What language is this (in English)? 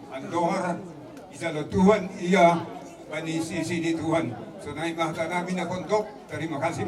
Batak Simalungun